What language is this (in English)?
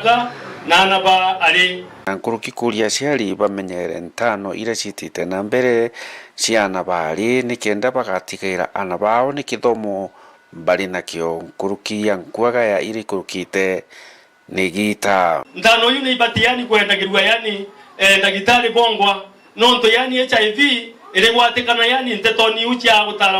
Meru